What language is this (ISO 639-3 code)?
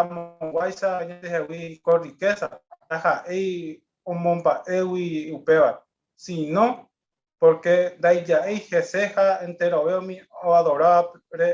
grn